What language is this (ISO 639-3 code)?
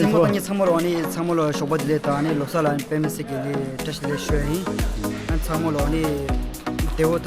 bod